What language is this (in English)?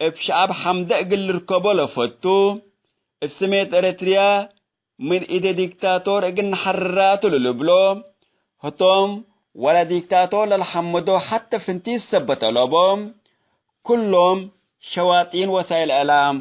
Tigre